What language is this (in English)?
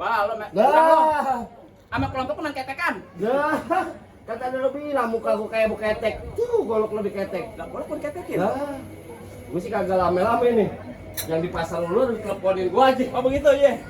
Betawi